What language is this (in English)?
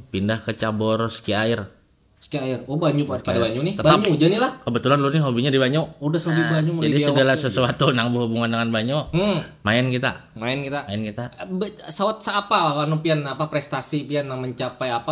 Banjar